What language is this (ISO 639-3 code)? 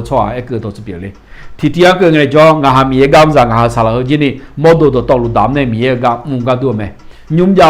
ahk